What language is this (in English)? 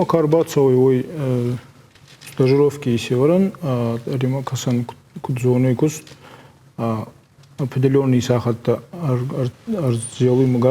Ossetic